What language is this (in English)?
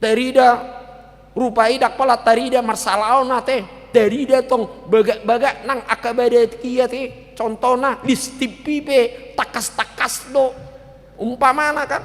Batak Toba